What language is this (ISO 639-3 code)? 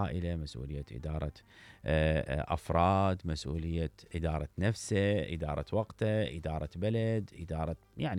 acm